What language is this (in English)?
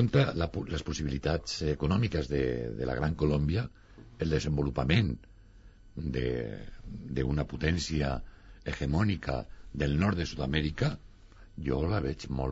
Catalan